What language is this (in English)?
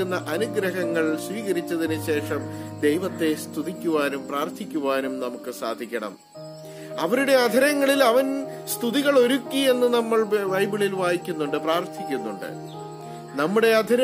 Malayalam